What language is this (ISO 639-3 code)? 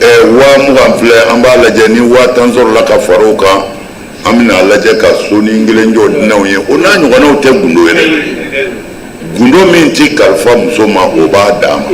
bam